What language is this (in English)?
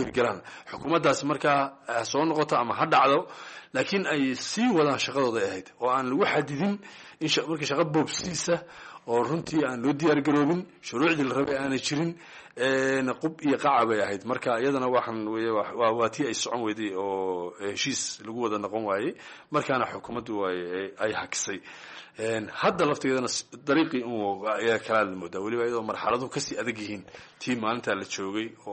Somali